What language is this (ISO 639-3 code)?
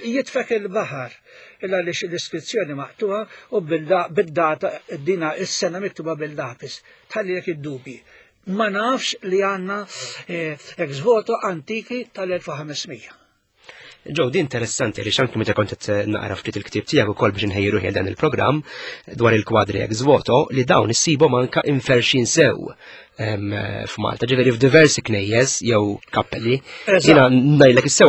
mlt